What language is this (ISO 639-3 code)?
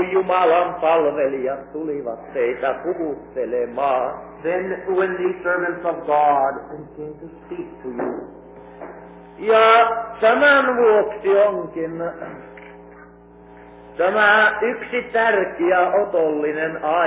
fin